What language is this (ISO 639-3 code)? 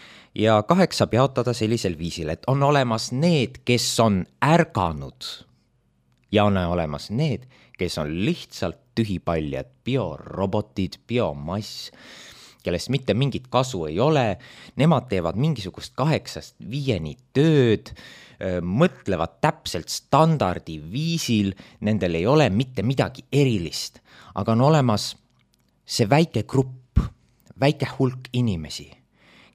est